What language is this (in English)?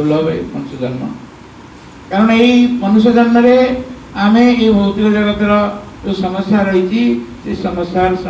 Odia